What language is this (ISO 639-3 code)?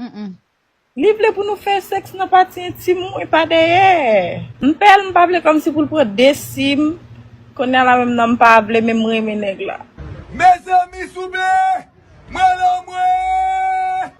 hat